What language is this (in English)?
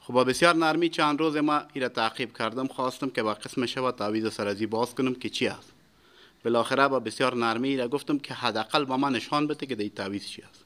Persian